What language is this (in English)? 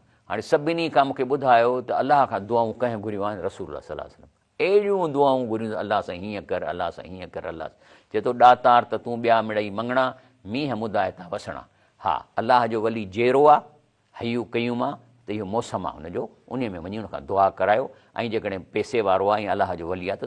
Sindhi